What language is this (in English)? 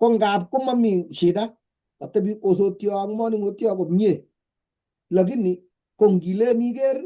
Kalenjin